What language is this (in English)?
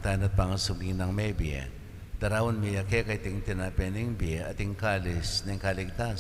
Pampanga